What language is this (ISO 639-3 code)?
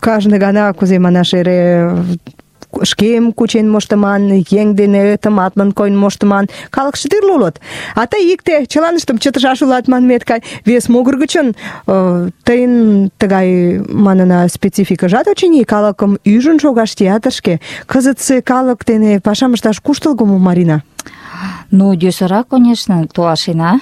chm